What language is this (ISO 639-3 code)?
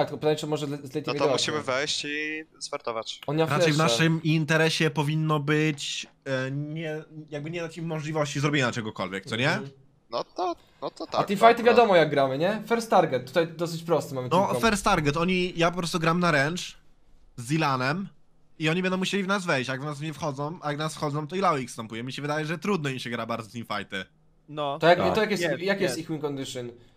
pol